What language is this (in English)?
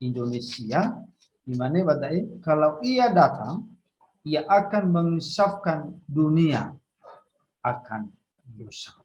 Nias